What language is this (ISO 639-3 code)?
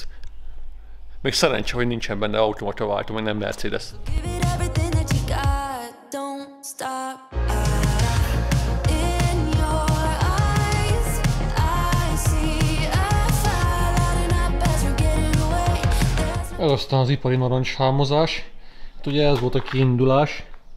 hun